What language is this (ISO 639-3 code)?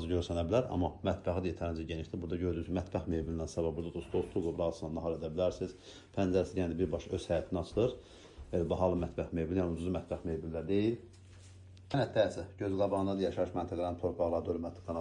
aze